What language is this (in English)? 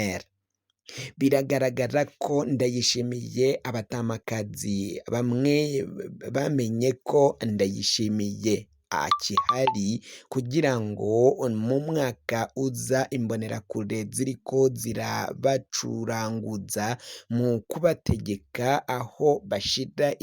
Rundi